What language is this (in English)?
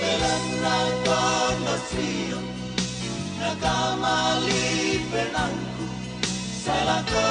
Toraja-Sa'dan